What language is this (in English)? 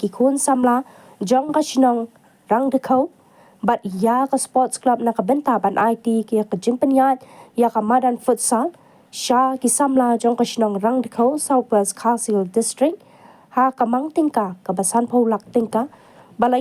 Khasi